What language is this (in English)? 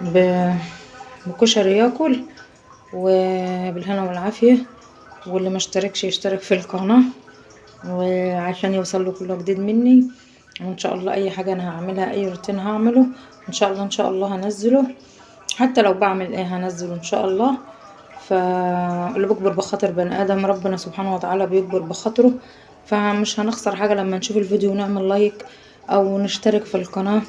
Egyptian Arabic